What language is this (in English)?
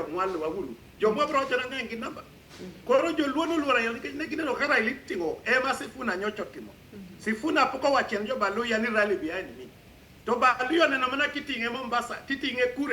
Luo (Kenya and Tanzania)